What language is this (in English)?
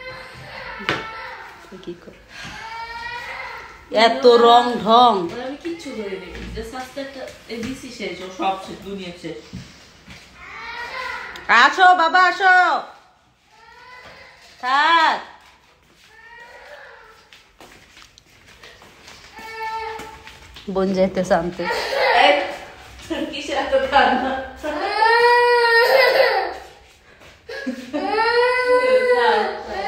Bangla